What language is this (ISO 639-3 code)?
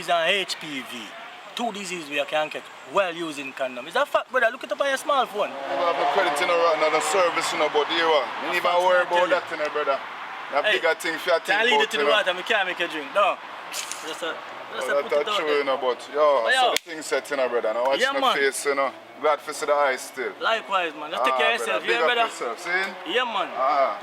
jam